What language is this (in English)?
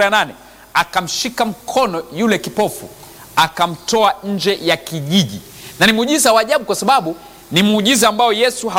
Swahili